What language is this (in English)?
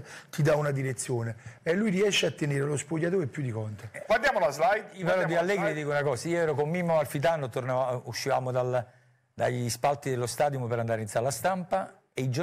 Italian